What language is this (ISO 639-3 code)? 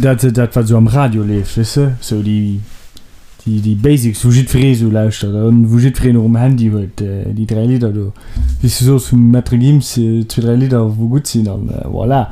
ltz